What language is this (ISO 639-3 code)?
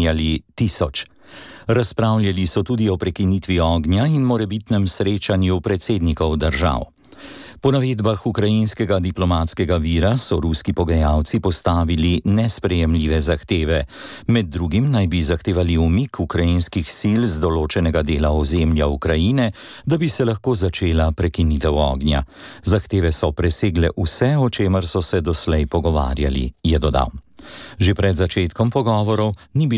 slv